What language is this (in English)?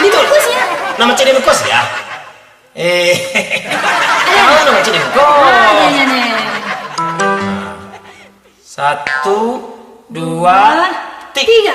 Minangkabau